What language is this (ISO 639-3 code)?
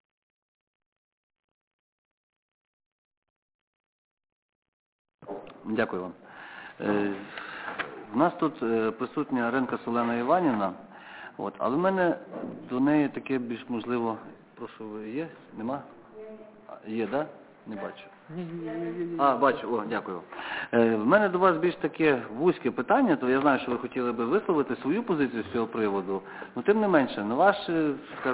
ukr